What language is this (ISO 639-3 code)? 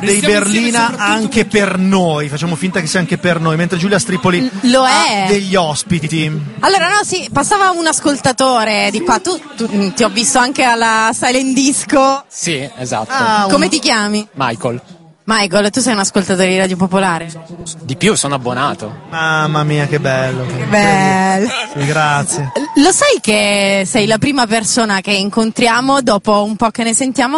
ita